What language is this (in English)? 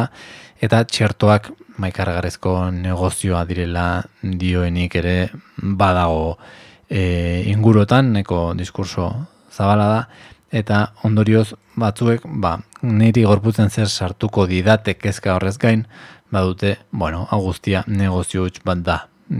Basque